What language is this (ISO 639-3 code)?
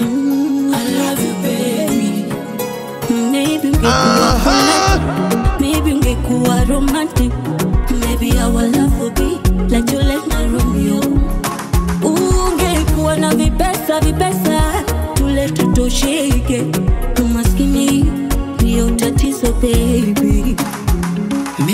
swa